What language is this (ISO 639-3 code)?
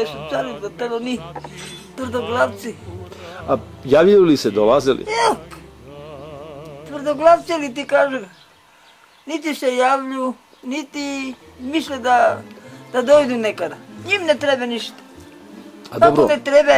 srp